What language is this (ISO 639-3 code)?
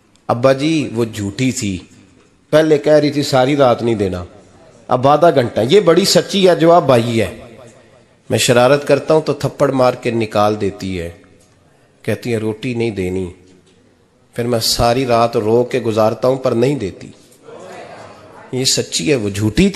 urd